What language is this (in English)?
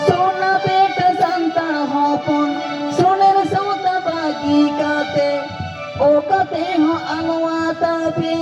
Santali